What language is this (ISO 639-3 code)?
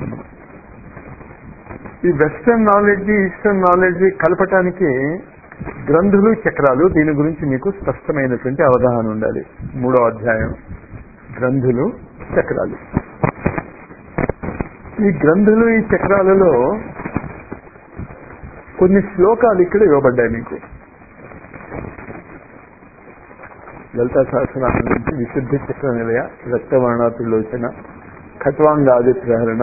tel